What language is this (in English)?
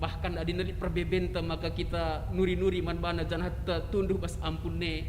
Batak Karo